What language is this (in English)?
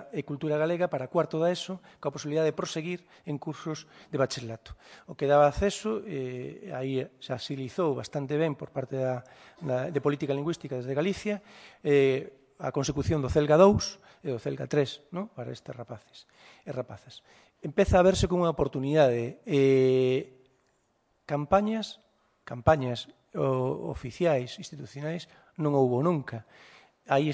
Galician